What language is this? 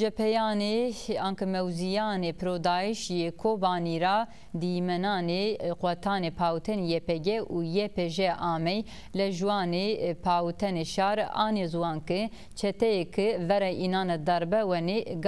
Zaza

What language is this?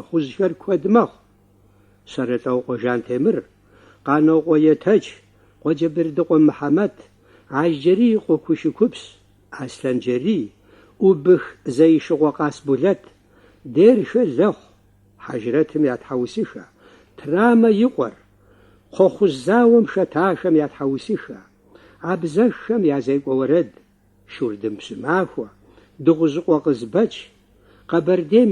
Kabardian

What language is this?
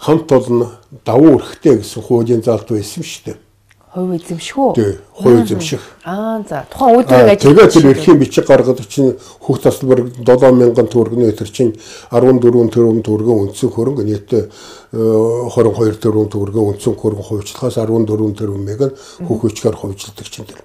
Mongolian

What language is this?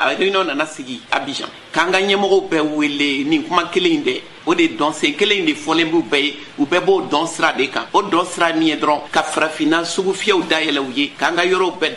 Bambara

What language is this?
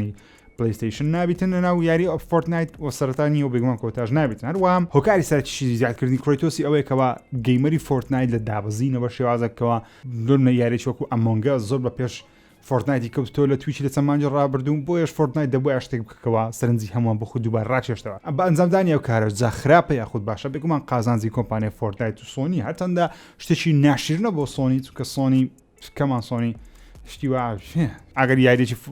Central Kurdish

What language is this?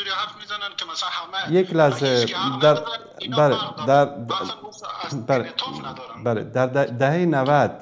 Persian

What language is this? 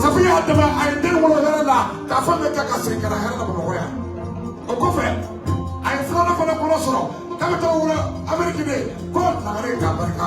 Bambara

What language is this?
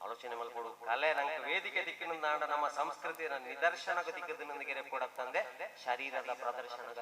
Tulu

